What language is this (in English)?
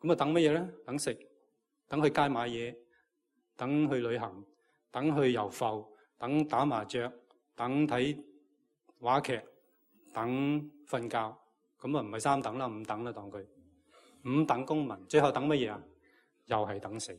Cantonese